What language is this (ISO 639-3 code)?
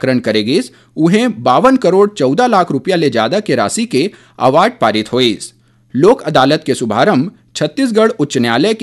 hne